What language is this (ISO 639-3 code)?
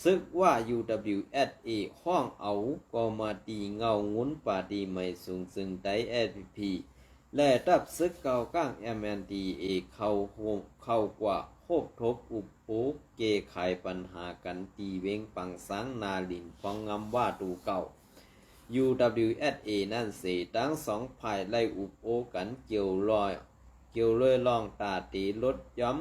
shn